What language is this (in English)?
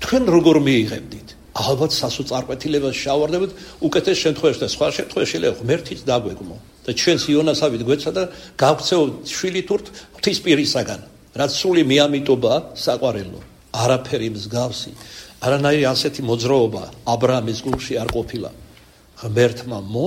Georgian